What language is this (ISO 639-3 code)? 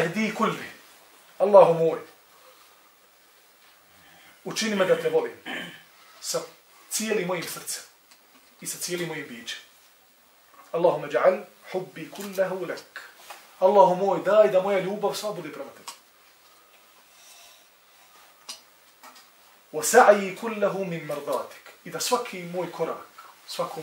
bos